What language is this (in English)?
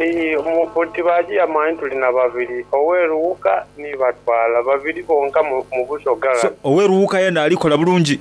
Soga